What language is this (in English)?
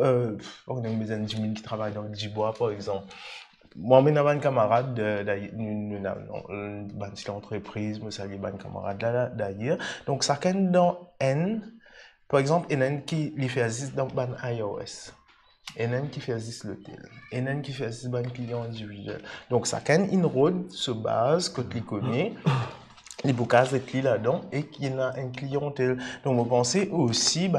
Morisyen